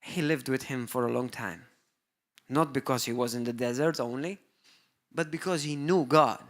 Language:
English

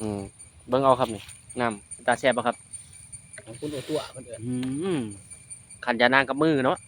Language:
Northeastern Thai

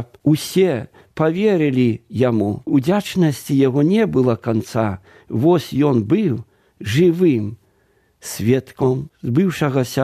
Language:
Belarusian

